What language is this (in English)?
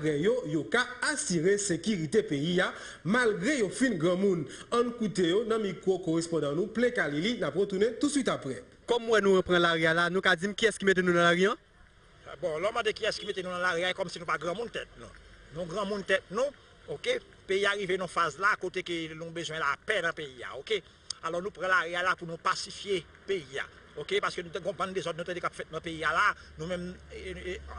Haitian Creole